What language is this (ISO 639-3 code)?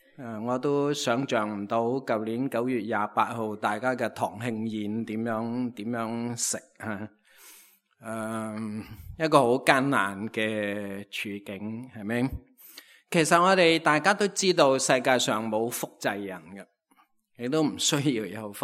yue